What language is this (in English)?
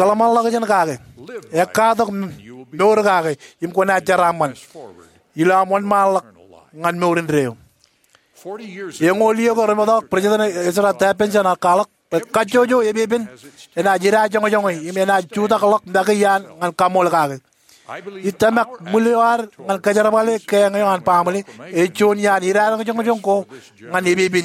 Marshallese